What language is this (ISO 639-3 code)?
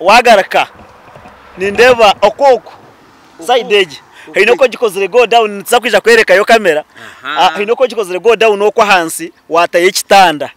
nyn